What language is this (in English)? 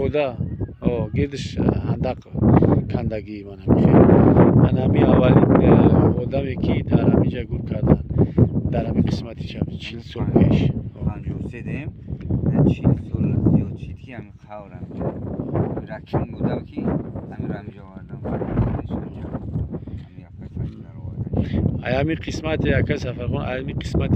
Tajik